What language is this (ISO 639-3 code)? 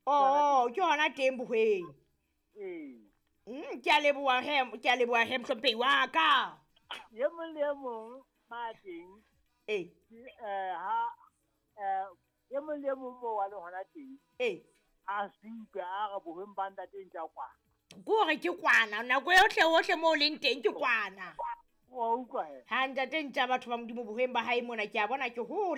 sot